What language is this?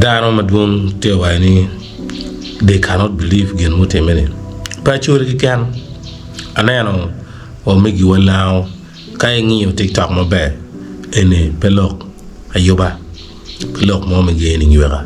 Acoli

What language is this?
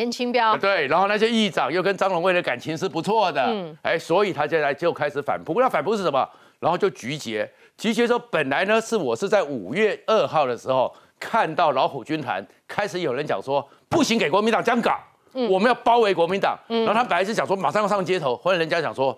Chinese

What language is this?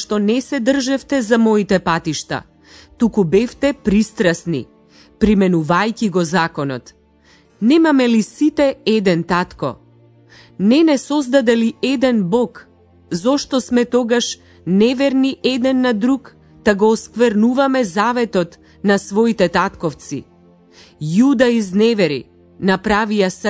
Macedonian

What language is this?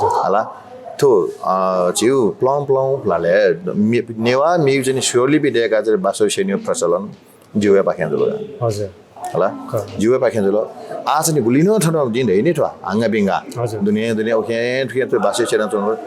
Newari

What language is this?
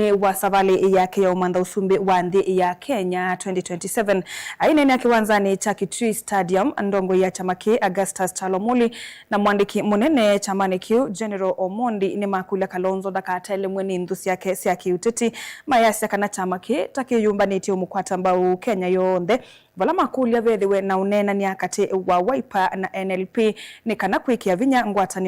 Kamba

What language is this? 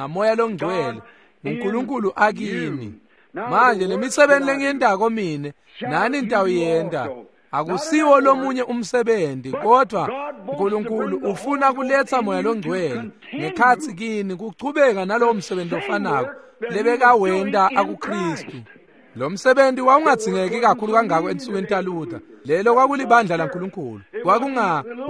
Swati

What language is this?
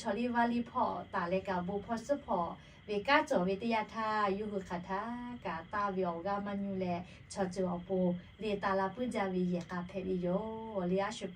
Lahu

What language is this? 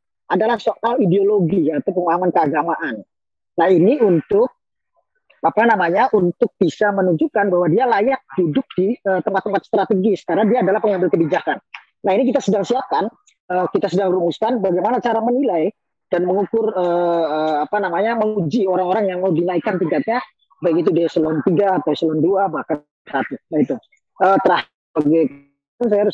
Indonesian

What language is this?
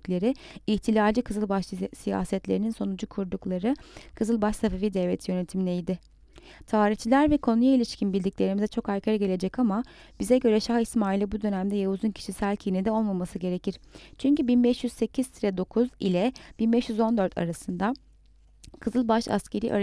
Turkish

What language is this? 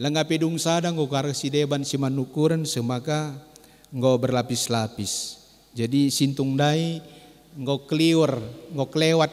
Batak Karo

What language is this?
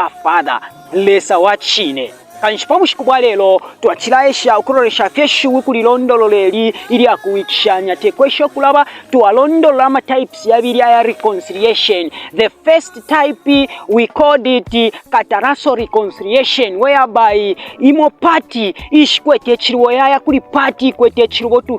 Bemba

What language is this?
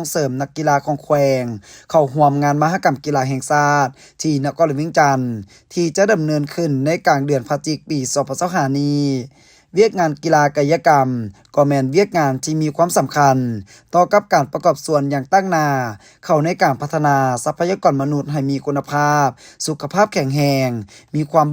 Lao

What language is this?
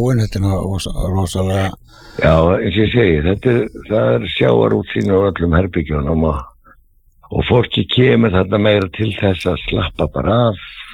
Icelandic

